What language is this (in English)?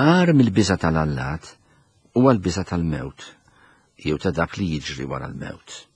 Maltese